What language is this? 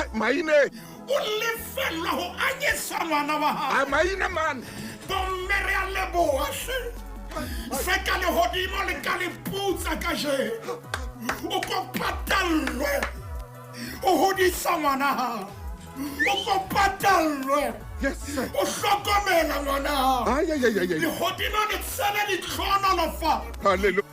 Southern Sotho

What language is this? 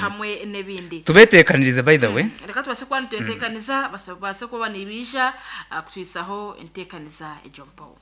Nyankole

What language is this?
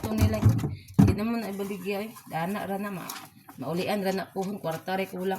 Cebuano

